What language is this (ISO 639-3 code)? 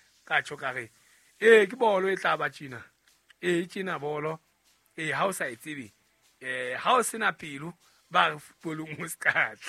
sot